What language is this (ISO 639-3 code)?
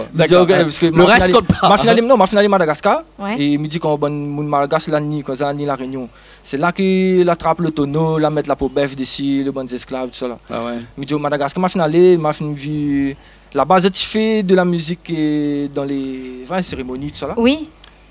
rcf